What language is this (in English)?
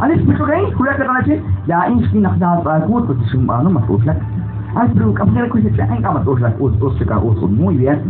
Kekchí